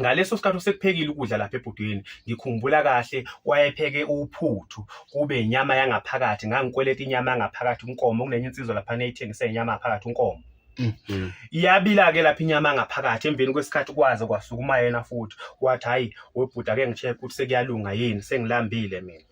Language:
Zulu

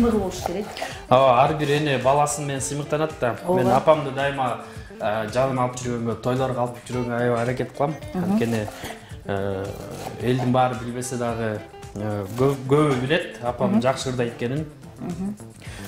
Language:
Kyrgyz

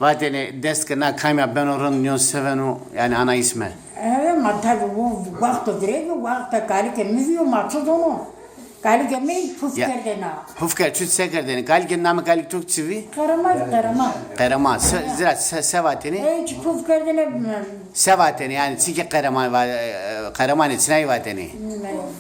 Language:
Zaza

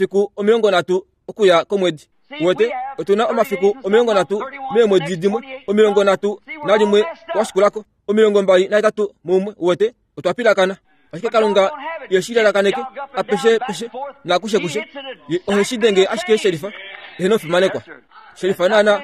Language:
Kuanyama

